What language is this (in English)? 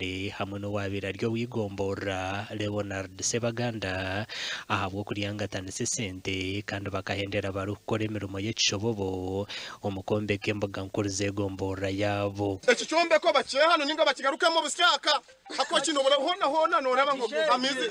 Nyankole